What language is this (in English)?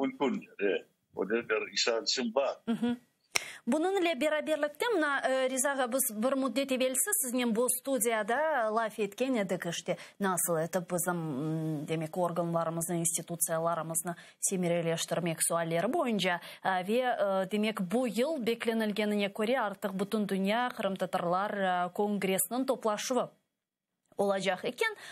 Crimean Tatar